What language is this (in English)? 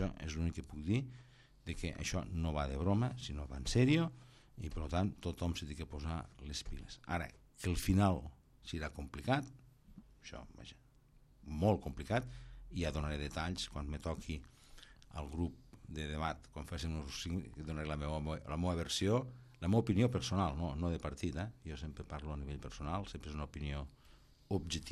Catalan